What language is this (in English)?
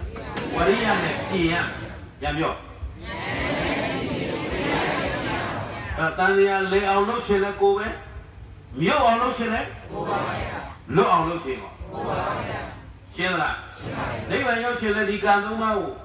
Burmese